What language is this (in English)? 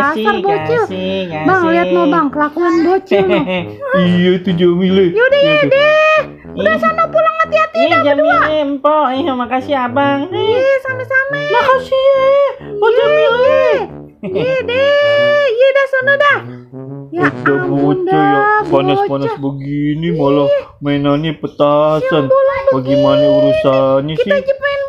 Betawi